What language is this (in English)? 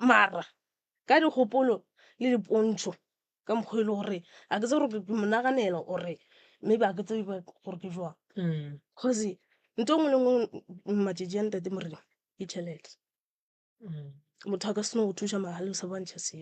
Northern Sotho